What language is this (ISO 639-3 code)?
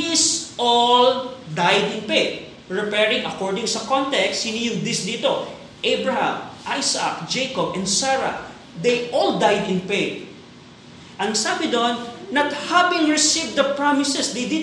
fil